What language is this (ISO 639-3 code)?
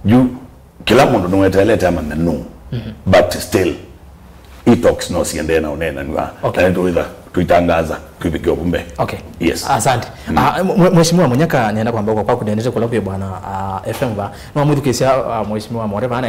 kam